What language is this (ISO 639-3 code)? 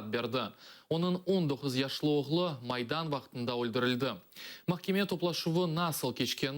crh